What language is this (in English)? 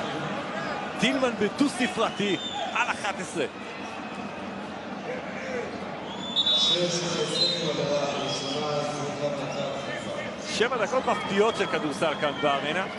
Hebrew